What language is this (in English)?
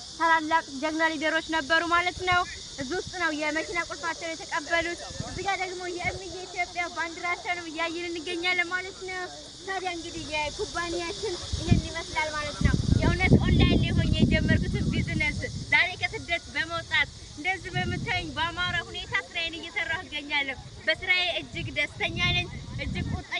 Amharic